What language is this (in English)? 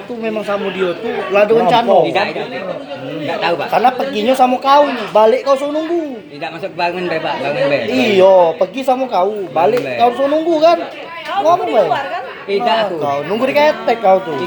Musi